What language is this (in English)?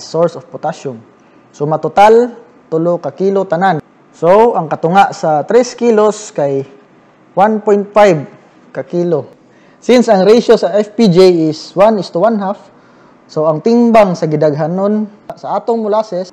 Cebuano